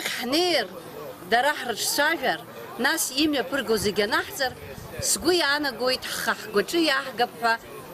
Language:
Abkhazian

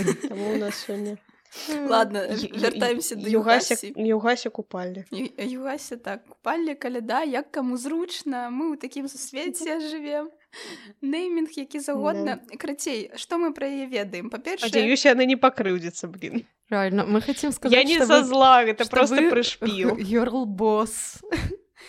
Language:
Belarusian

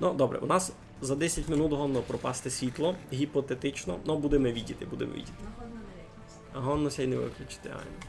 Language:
Rusyn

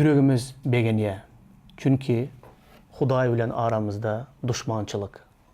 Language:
Turkmen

